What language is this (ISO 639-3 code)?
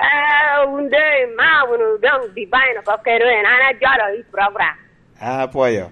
laj